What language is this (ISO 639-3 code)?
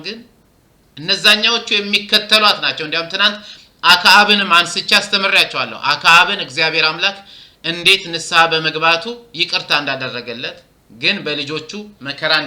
amh